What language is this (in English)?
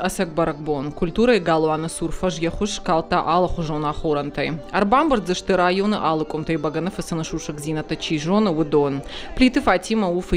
Ossetic